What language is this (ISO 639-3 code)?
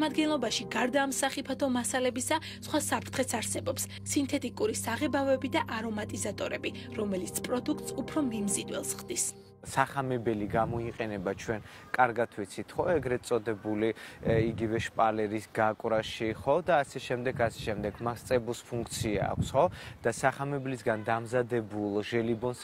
kat